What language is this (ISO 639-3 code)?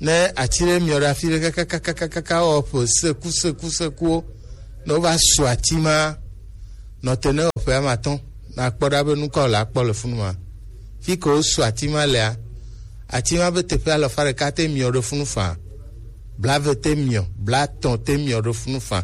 gej